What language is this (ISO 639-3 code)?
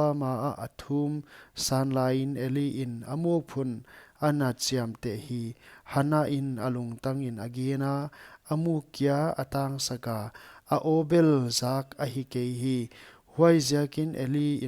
pck